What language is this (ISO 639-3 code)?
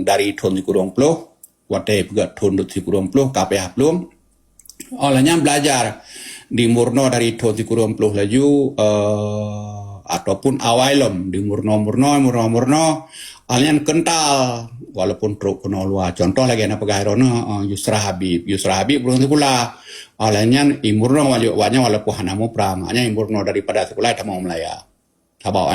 ace